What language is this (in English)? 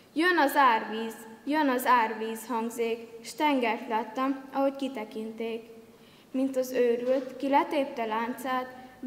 Hungarian